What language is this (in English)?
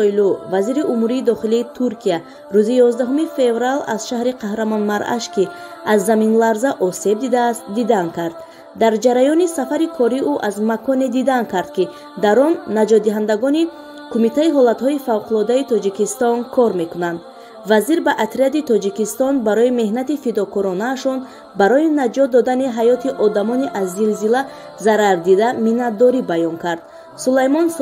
Tajik